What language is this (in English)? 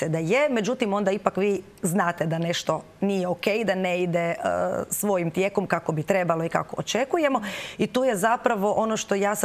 Croatian